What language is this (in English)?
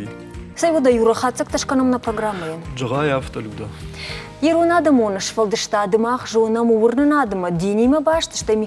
Ossetic